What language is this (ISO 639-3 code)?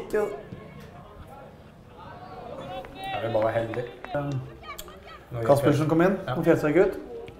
nor